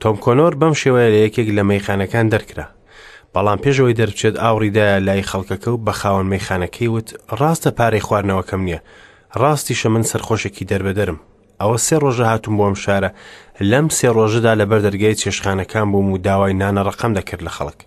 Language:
Central Kurdish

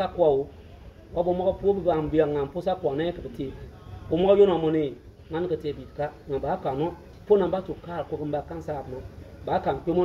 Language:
Bimoba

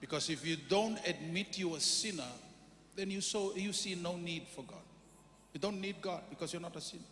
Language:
Fijian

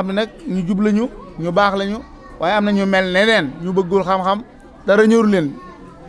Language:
Wolof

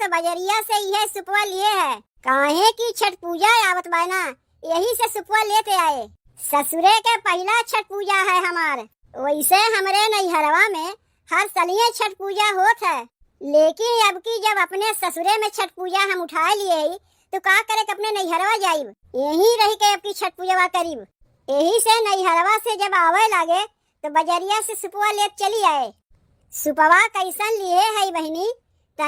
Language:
Awadhi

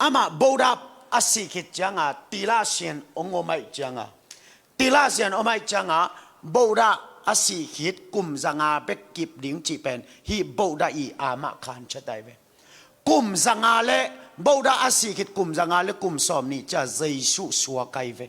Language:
Tedim Chin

